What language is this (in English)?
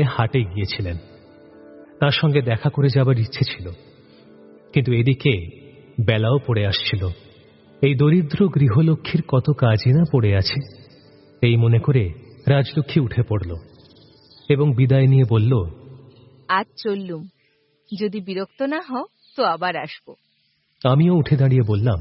Bangla